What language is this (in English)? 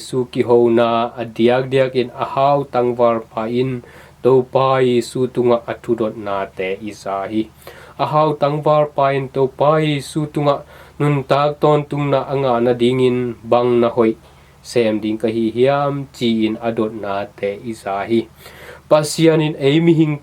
Tedim Chin